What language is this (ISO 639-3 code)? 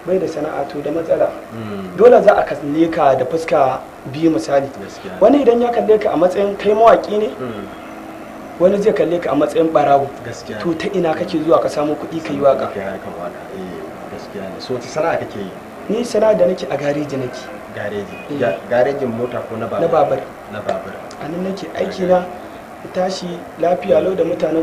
hau